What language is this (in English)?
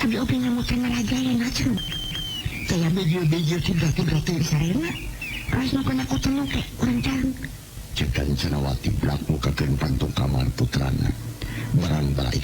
Sundanese